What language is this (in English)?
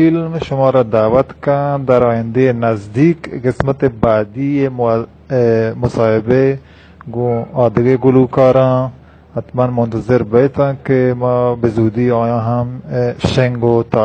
Baluchi